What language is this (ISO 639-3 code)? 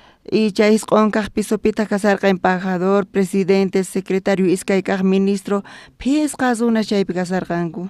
quh